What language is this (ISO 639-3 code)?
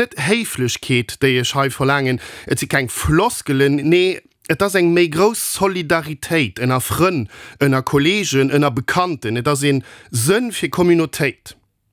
ltz